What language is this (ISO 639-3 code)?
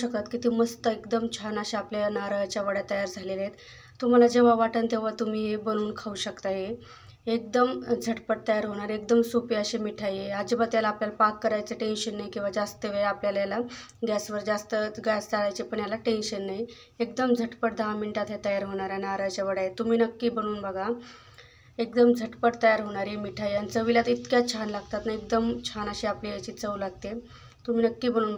mar